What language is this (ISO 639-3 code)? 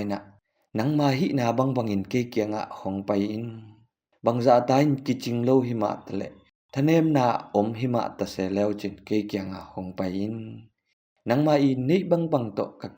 ctd